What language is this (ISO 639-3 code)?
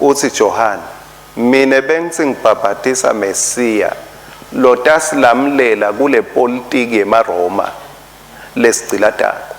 ssw